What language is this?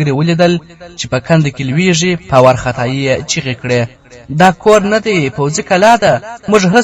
Pashto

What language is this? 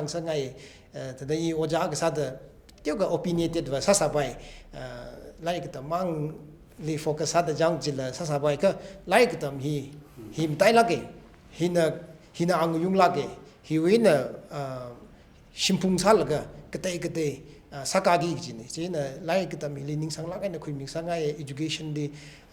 Tangkhul Naga (India)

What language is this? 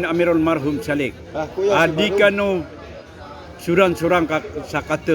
Maranao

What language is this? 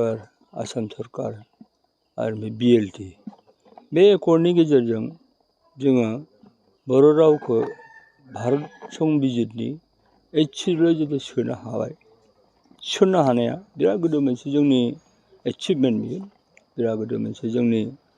Bodo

